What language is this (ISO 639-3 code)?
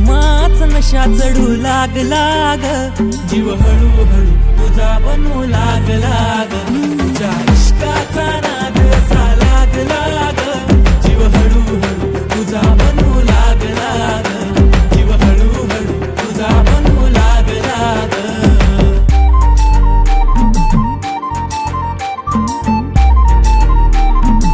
mar